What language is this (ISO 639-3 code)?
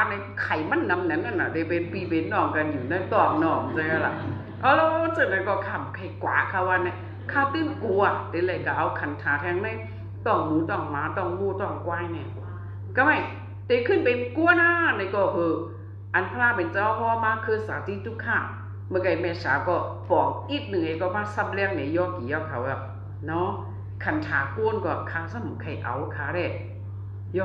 shn